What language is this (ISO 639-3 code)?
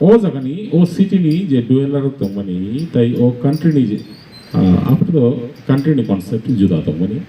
trp